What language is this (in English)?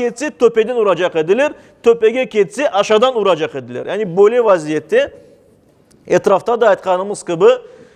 Crimean Tatar